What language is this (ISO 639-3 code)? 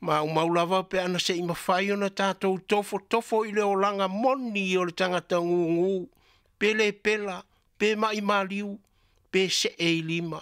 smo